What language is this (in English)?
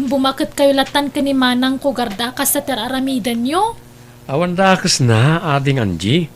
Iloko